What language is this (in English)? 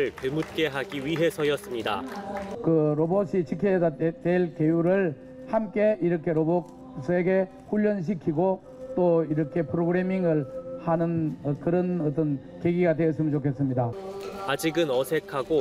Korean